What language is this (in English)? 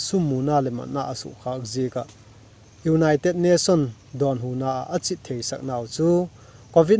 Vaiphei